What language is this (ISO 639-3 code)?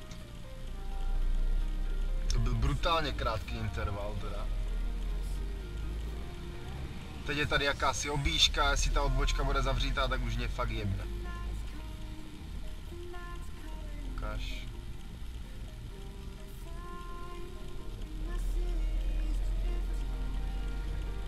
ces